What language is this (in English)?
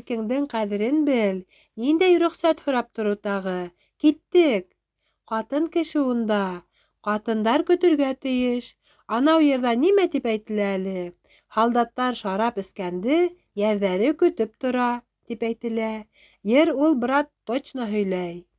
Bashkir